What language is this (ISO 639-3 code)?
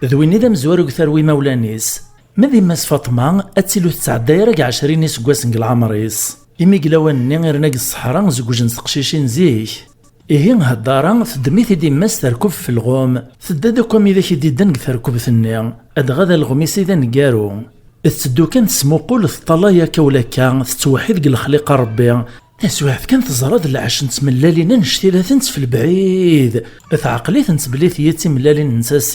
kab